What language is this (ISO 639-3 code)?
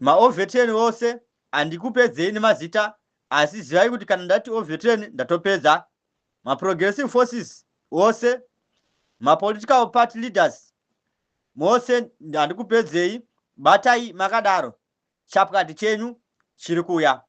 sna